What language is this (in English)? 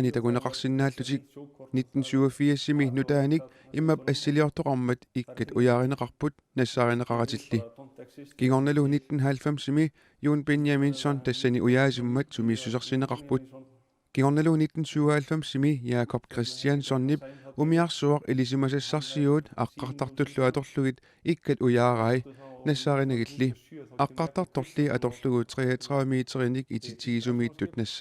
Kalaallisut